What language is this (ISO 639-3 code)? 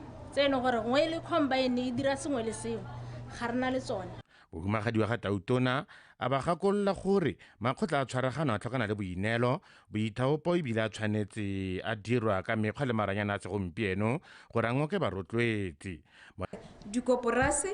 tsn